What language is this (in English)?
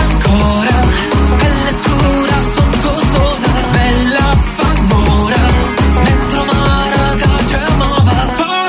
Italian